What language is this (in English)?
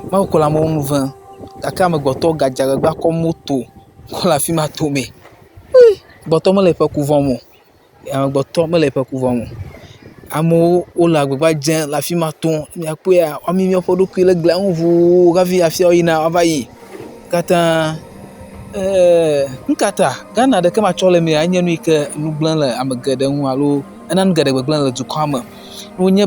Ewe